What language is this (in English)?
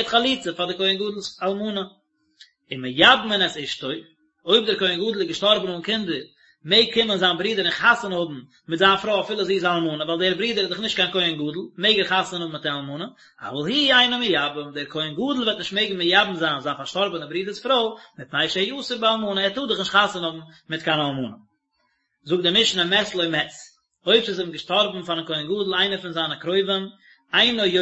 Yiddish